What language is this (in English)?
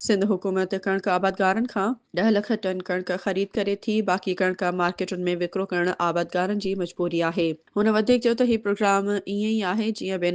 Sindhi